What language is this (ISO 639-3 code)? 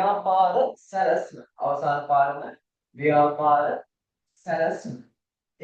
sin